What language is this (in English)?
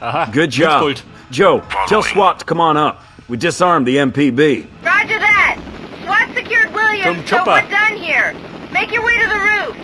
Bavarian